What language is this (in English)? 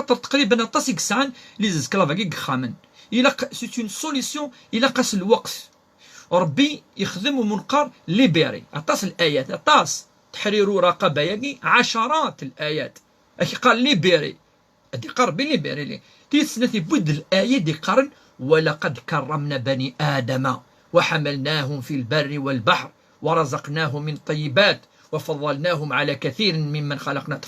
Kabyle